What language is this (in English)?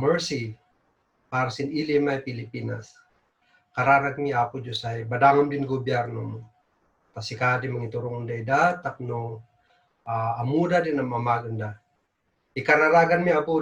Kankanaey